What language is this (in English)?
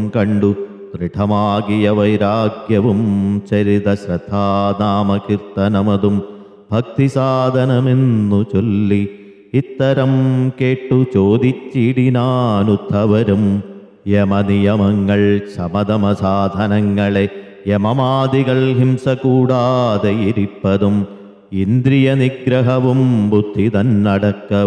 Malayalam